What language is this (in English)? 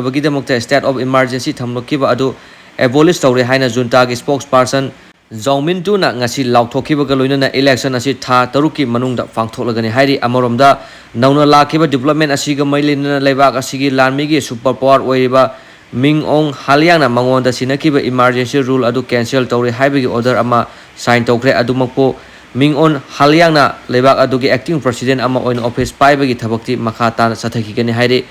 Manipuri